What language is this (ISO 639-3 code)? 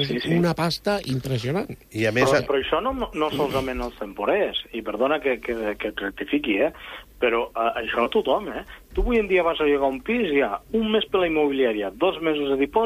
cat